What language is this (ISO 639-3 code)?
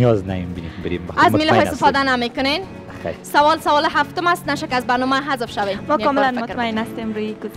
fas